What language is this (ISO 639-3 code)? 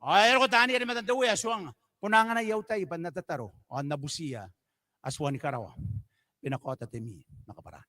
gil